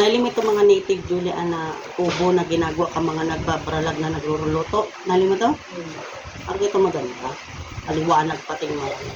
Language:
Bikol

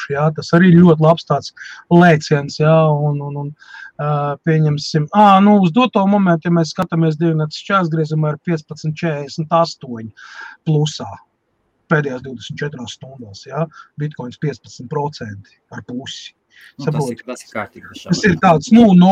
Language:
Latvian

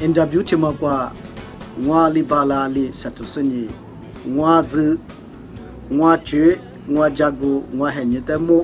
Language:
Lisu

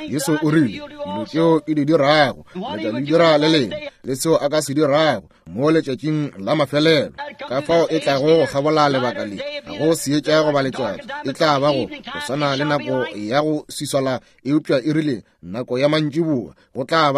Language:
Northern Sotho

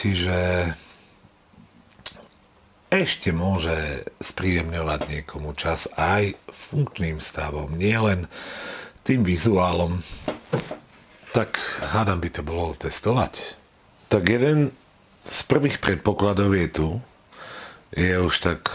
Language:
Slovak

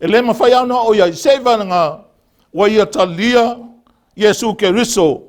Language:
Samoan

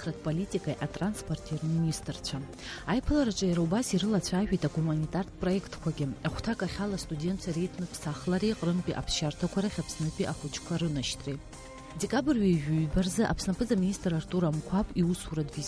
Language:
Abkhazian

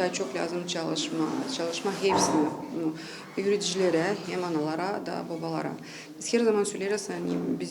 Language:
Gagauz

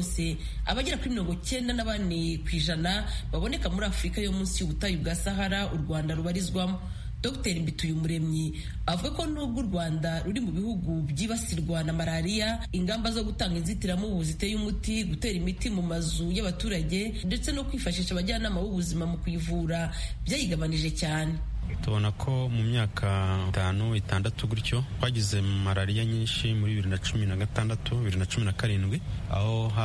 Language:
Kinyarwanda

